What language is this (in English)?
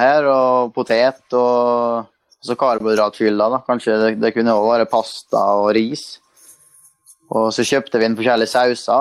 Norwegian